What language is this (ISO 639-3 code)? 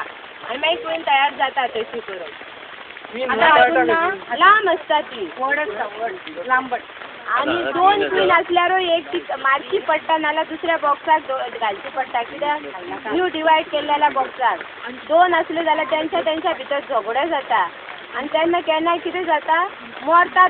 kok